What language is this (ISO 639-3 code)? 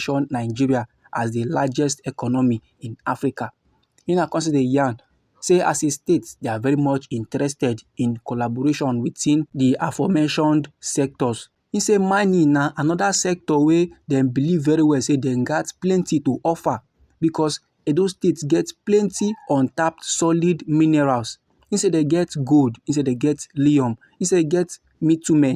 pcm